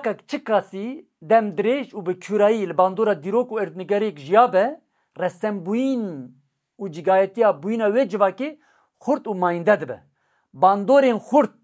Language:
Kurdish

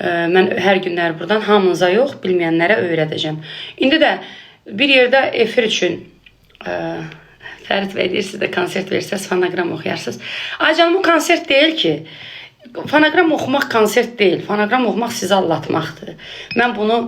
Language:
Azerbaijani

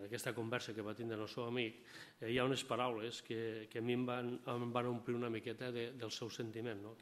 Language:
Catalan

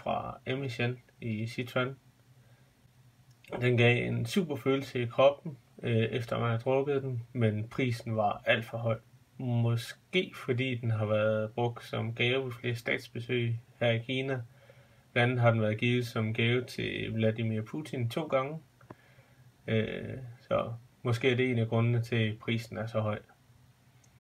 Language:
Danish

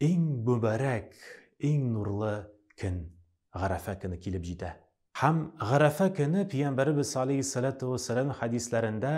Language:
Tatar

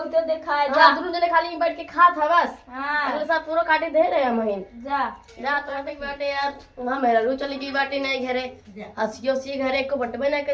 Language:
Awadhi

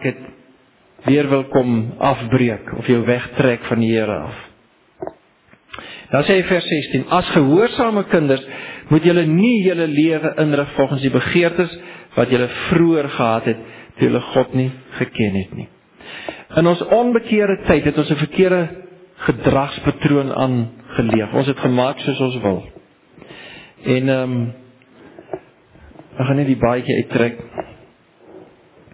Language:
Afrikaans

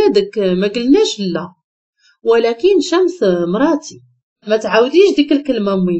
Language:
Moroccan Arabic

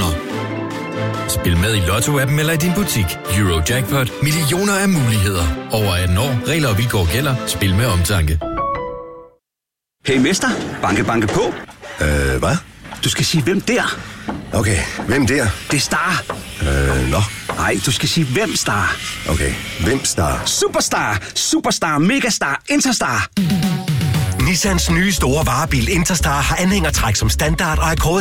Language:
Danish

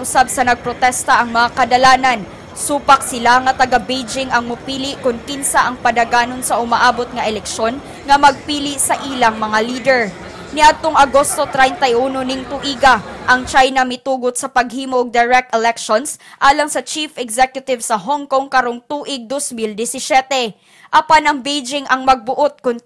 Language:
Cebuano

